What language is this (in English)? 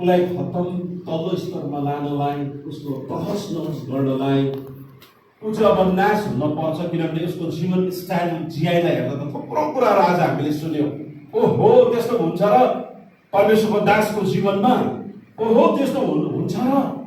Nepali